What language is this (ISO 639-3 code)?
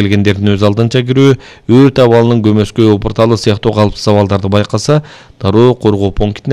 kir